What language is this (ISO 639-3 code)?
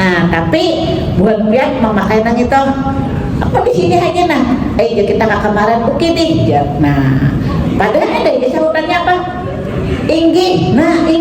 bjn